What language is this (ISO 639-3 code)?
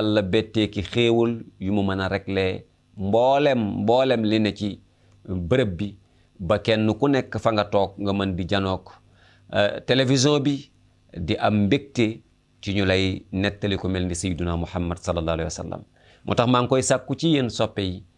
wol